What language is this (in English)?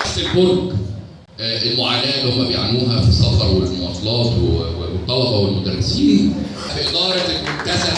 Egyptian Arabic